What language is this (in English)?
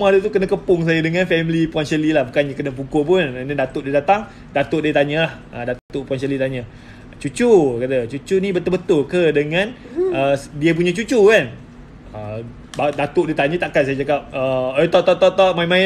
Malay